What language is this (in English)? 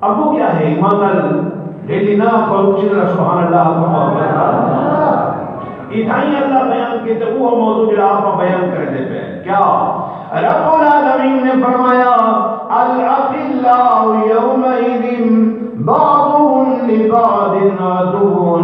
Saraiki